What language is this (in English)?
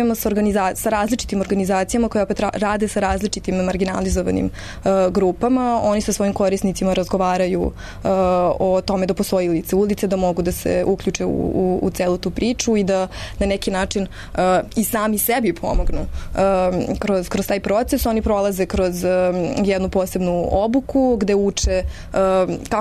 Serbian